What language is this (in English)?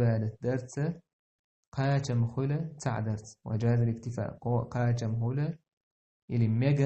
Chechen